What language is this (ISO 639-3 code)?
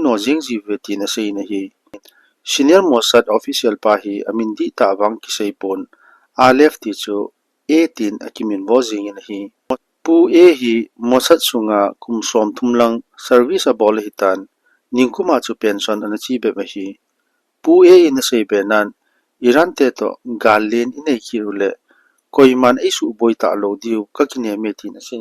tcz